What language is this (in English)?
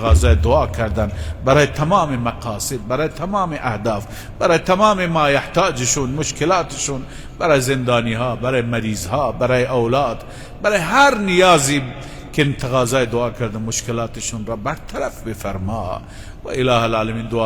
Persian